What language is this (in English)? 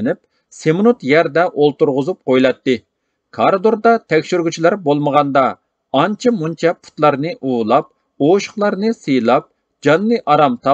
Uyghur